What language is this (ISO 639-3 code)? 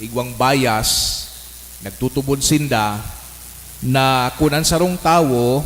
bik